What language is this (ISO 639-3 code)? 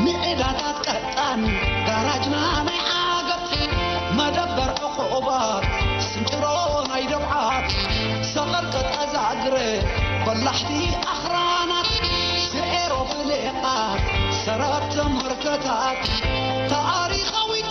tir